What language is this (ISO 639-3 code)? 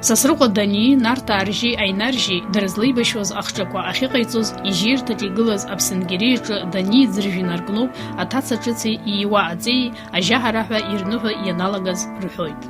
abk